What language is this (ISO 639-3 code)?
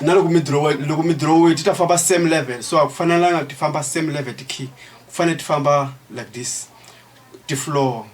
tso